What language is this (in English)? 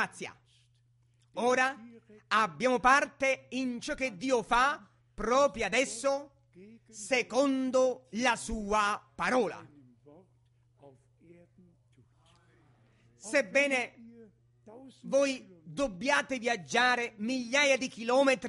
Italian